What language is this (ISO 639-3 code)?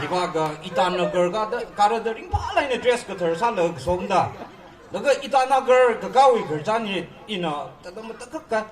nmf